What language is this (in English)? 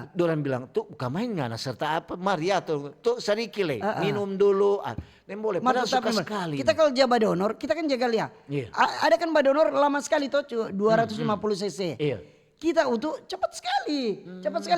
Manado Malay